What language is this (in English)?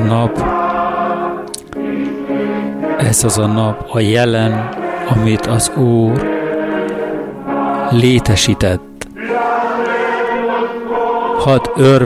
Hungarian